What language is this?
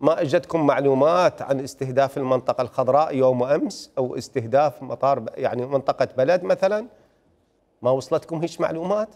Mesopotamian Arabic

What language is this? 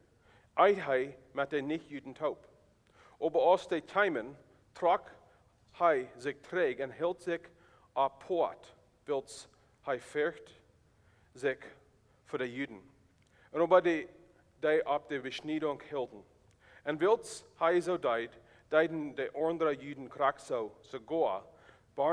Plautdietsch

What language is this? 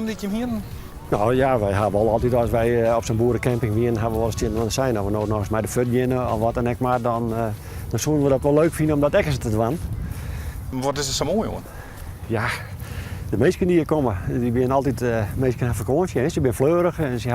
Western Frisian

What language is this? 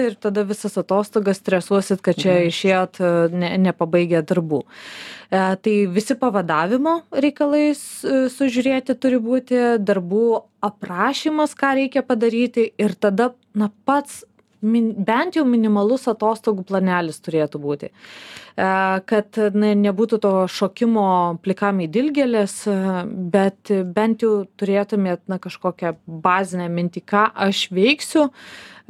Lithuanian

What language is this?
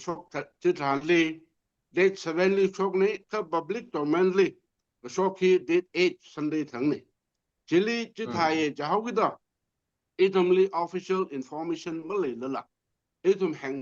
Tangkhul Naga (India)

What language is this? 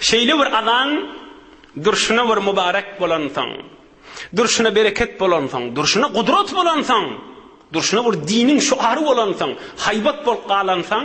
Turkmen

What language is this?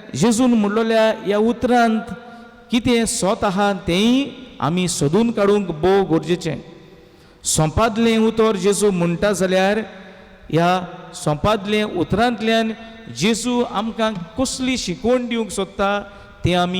Konkani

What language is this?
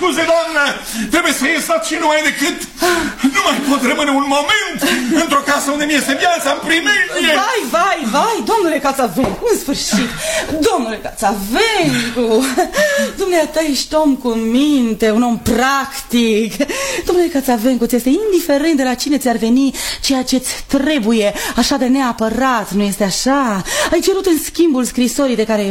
Romanian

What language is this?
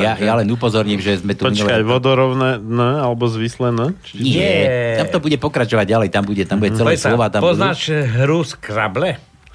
Slovak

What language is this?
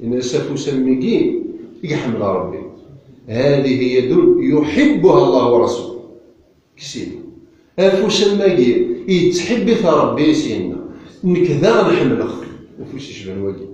Kabyle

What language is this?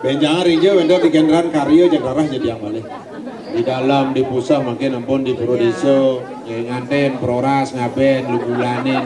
Balinese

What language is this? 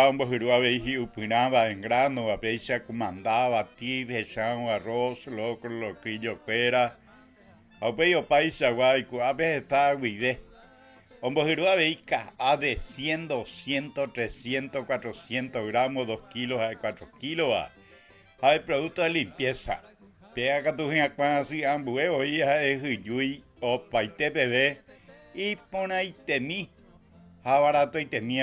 Guarani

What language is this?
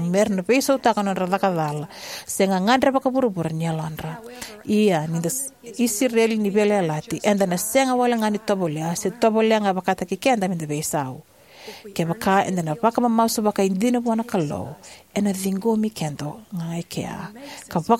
Fijian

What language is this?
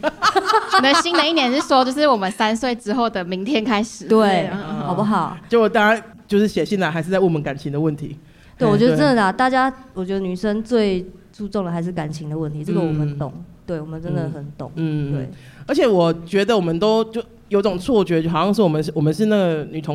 Chinese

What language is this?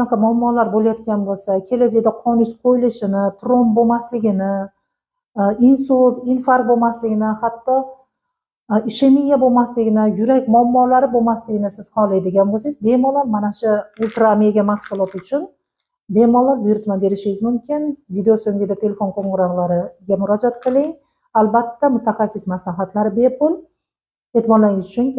Uzbek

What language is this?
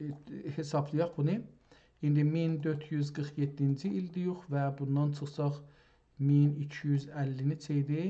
South Azerbaijani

